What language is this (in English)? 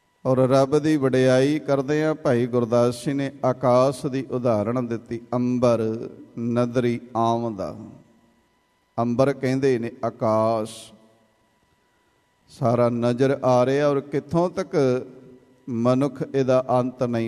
Punjabi